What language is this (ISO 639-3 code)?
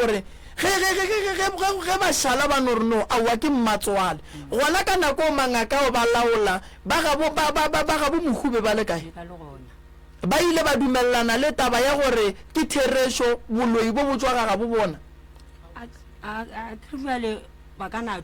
nso